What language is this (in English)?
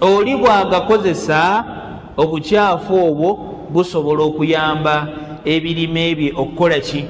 Ganda